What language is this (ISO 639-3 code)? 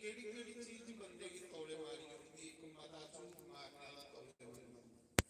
doi